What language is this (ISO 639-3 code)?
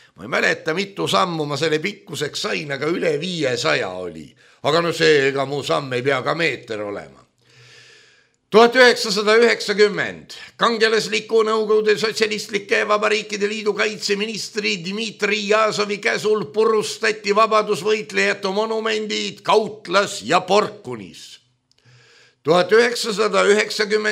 est